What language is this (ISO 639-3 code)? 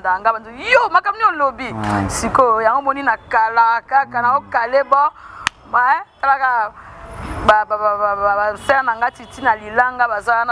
lin